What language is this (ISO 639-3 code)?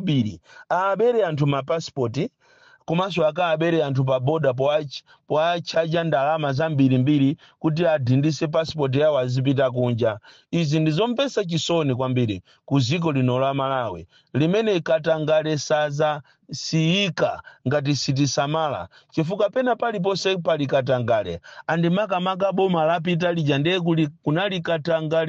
nya